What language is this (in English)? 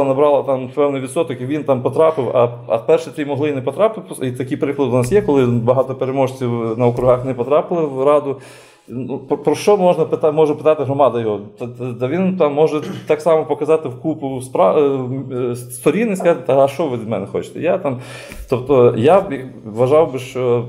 Ukrainian